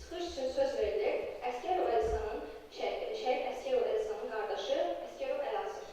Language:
Azerbaijani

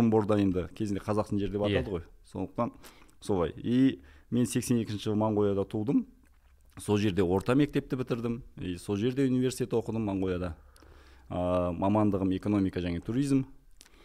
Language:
Kazakh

